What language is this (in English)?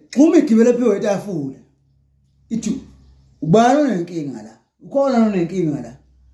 Zulu